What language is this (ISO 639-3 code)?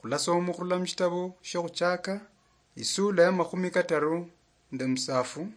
luy